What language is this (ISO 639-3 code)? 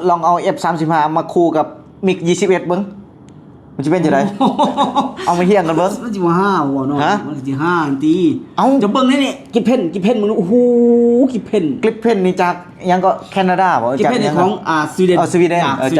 lao